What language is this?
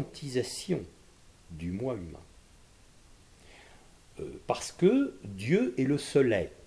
French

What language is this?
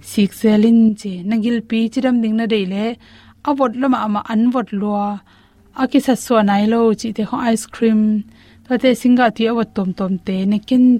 Tedim Chin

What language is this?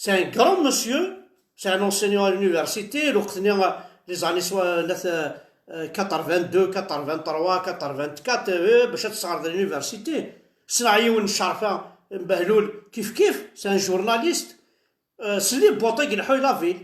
Kabyle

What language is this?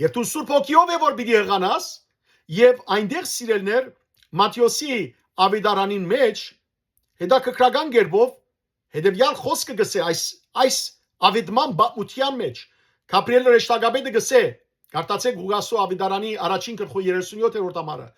Western Armenian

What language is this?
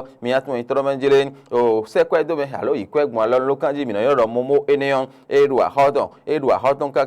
Fon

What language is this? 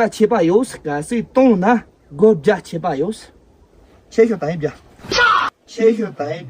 Tibetan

